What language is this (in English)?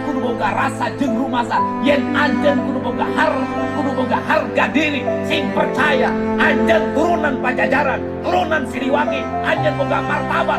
Sundanese